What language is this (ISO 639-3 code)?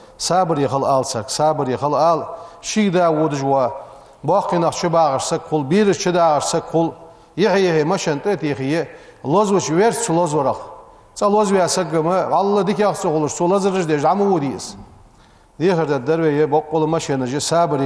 inh